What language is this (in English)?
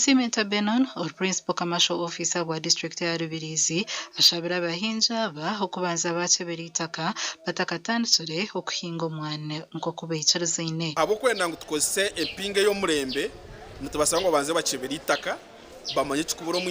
Nyankole